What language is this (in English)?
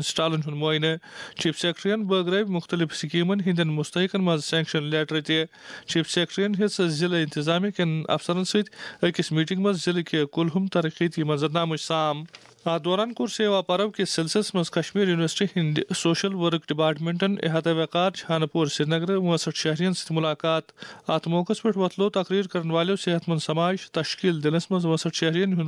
Kashmiri